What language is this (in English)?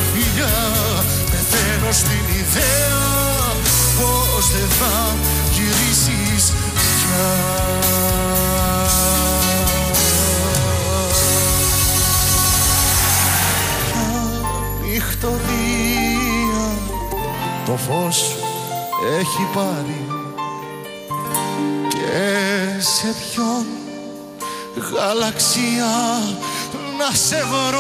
Greek